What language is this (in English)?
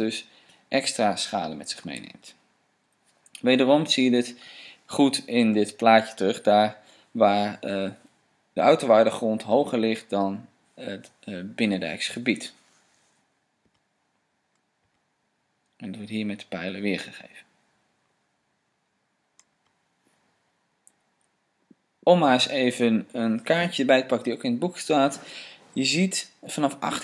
Dutch